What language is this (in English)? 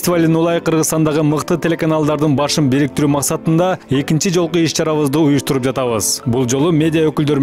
Kyrgyz